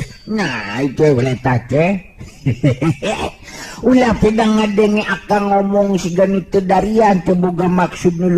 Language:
Sundanese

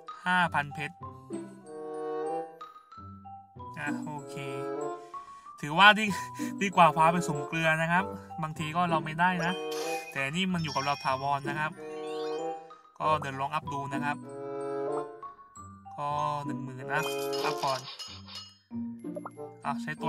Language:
Thai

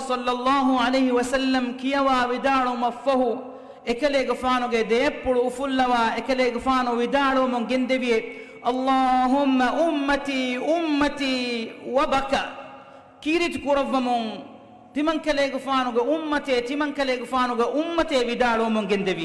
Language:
Divehi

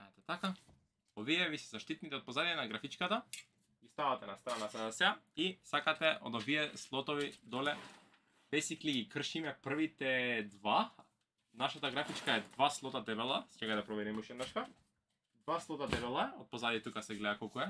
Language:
Macedonian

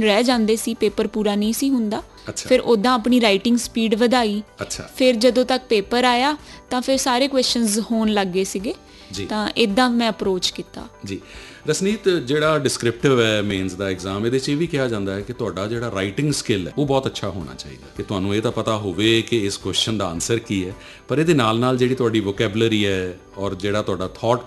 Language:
Punjabi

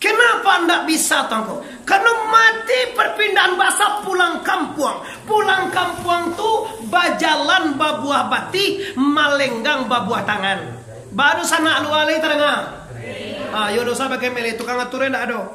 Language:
Minangkabau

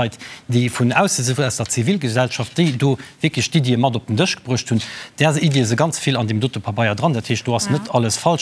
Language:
Luxembourgish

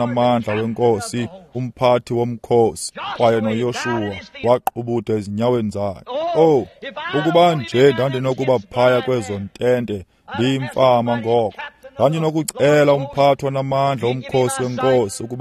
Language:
Xhosa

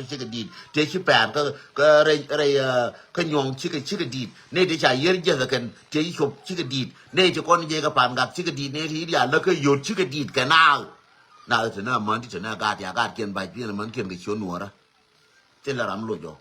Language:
Nuer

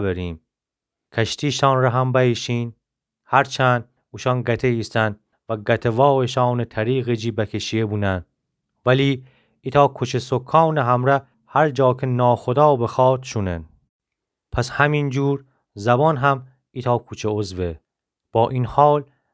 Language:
Gilaki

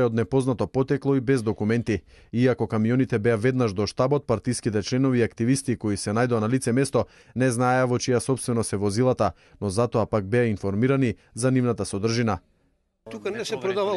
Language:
Macedonian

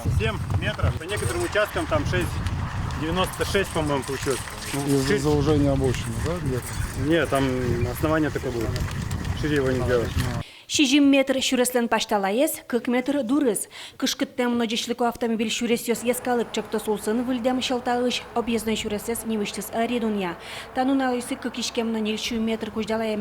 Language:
Udmurt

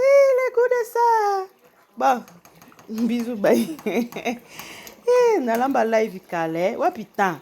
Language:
Lingala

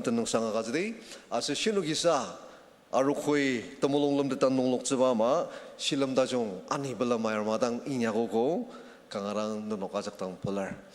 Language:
Ao Naga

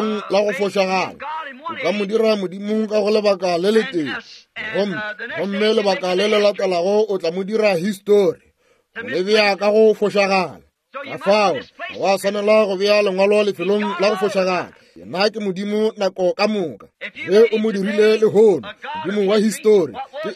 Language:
Northern Sotho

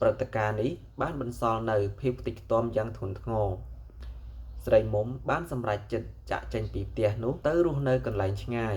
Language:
Khmer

